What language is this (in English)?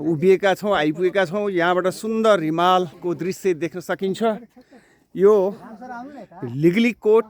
Nepali